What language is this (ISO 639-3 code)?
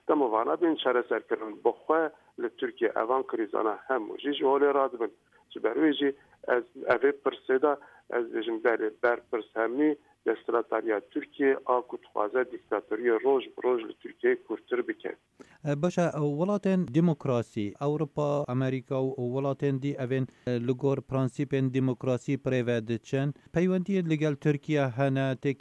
kur